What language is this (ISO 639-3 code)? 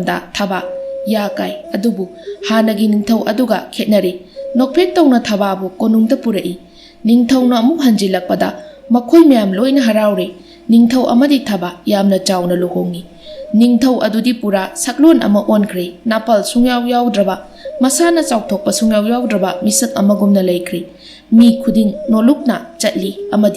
mni